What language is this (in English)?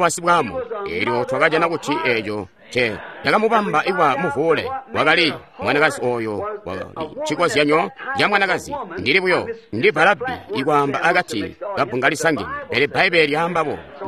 Tonga (Zambia)